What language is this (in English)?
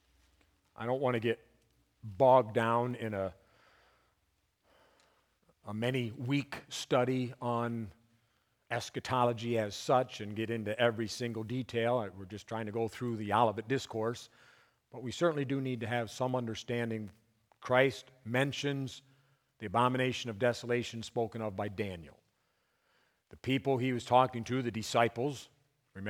English